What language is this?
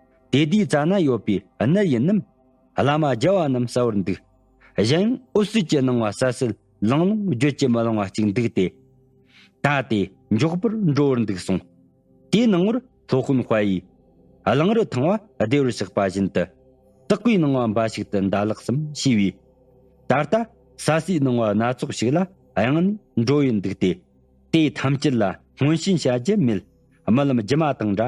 Tibetan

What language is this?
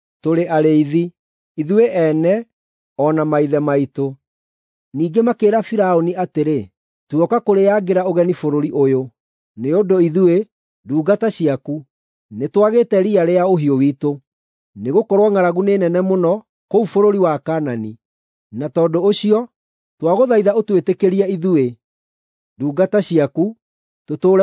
Kikuyu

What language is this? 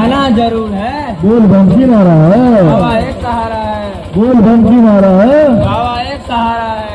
Maithili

